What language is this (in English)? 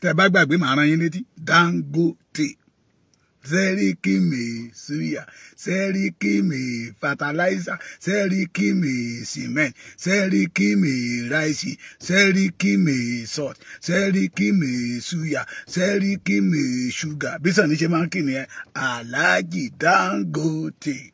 Yoruba